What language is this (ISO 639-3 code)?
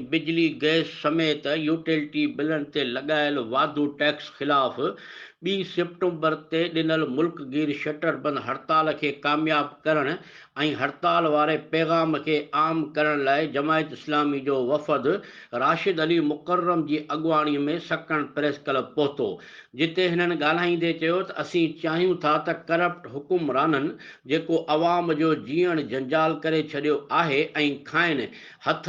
snd